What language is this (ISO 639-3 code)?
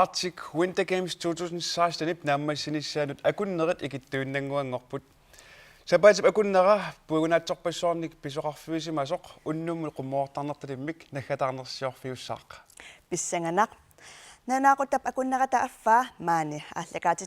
kal